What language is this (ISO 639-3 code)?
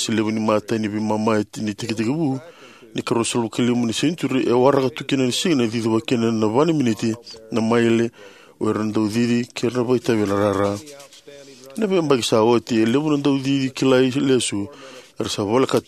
fij